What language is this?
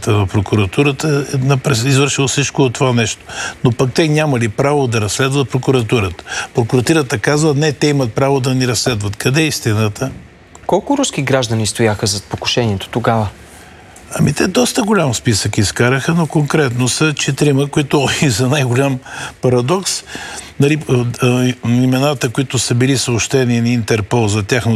Bulgarian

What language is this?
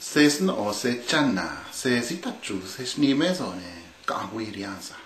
Copala Triqui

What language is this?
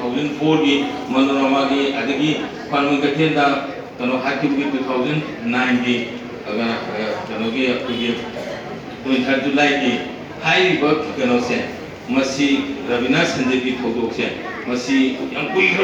Manipuri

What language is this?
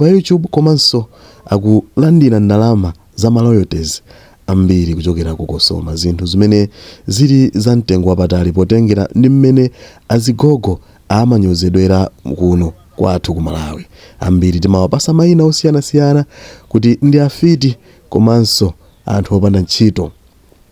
Nyanja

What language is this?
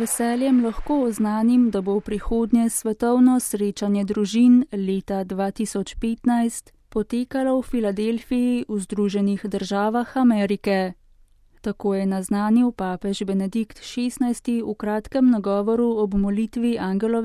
Slovenian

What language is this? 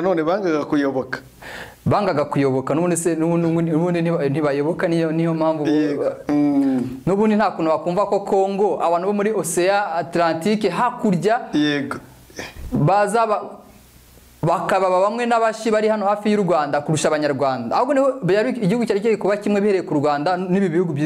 Kinyarwanda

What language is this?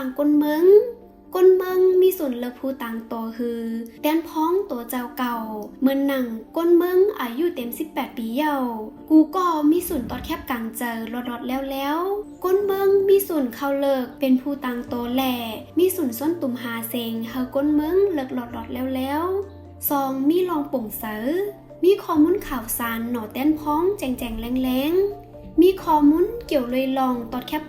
Shan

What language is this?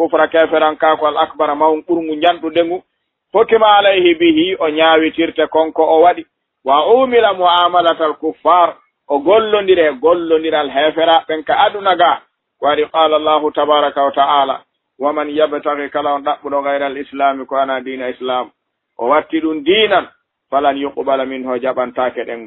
Fula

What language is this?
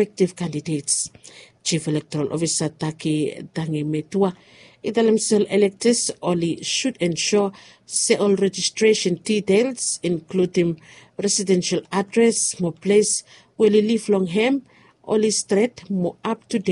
Bislama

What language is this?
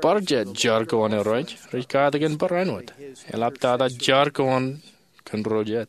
Marshallese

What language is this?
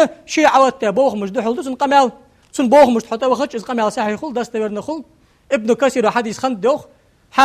Ingush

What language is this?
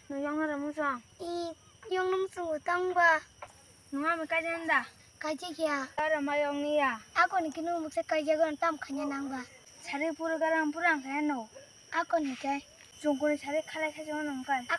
Kok Borok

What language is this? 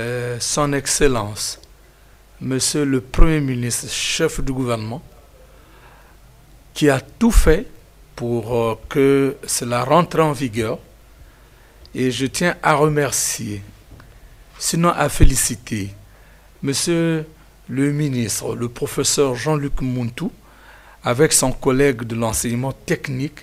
French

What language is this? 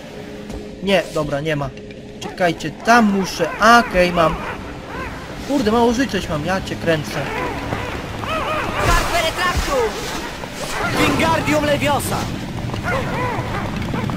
Polish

